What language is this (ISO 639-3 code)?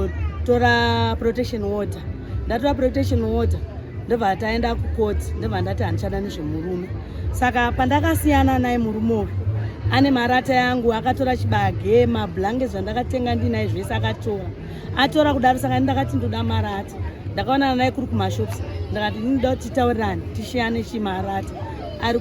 sna